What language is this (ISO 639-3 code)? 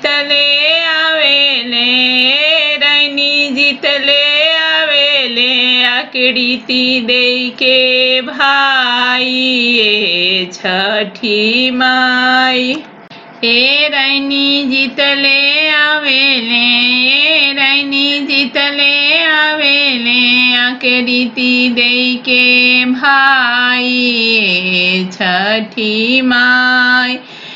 bho